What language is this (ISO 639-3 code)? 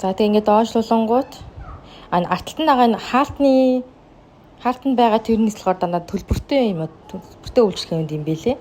mon